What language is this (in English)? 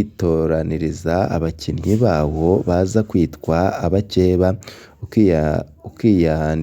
Rundi